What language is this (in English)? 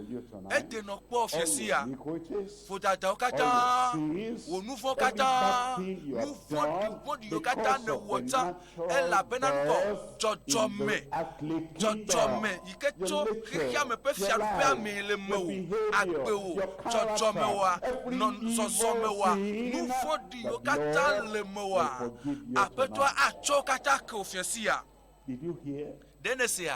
Ewe